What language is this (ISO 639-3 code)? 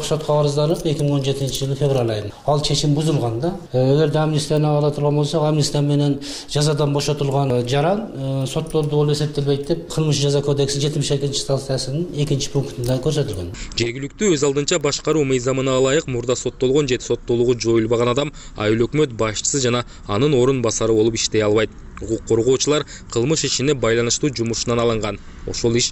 kir